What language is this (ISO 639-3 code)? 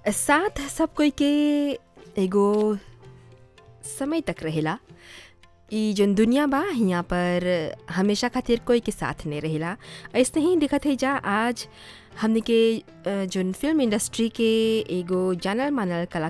bho